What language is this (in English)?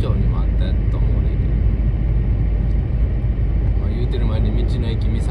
Japanese